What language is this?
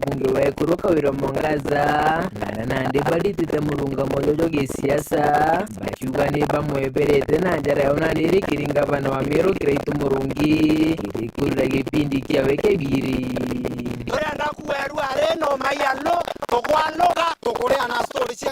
Meru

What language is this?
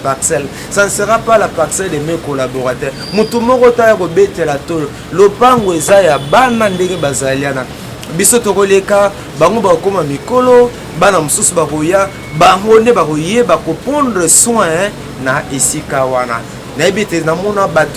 Lingala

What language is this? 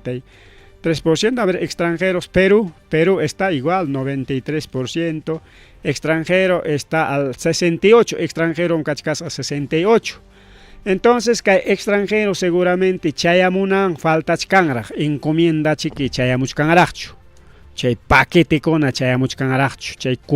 Ayacucho Quechua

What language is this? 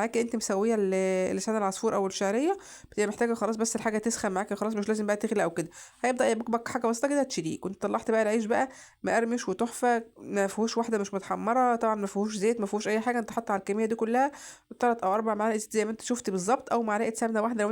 Egyptian Arabic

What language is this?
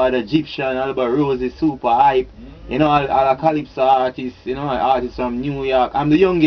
Jamaican Creole English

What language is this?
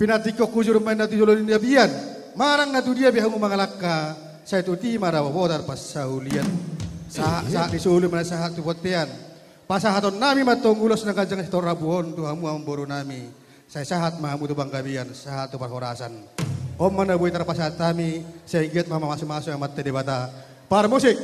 Batak Toba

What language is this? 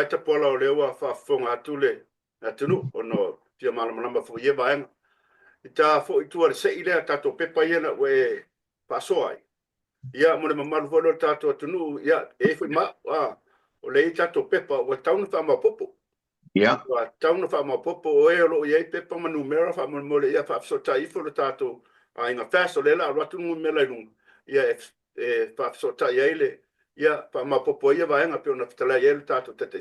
Samoan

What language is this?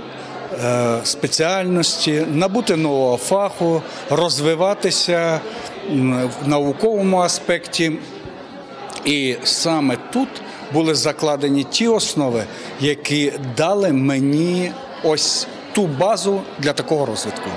Ukrainian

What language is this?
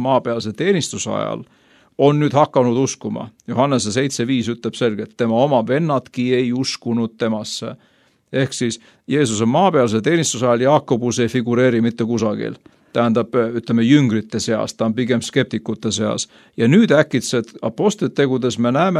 Estonian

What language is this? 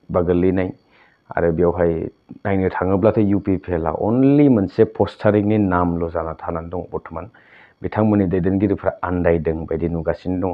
Bodo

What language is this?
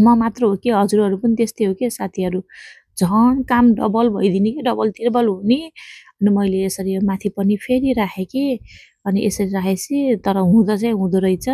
Nepali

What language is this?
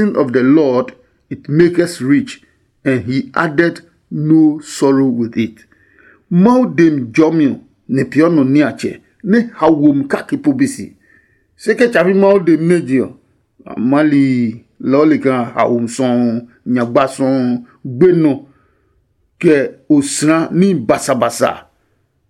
Adangme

